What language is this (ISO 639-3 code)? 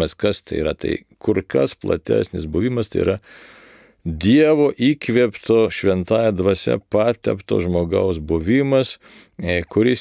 lit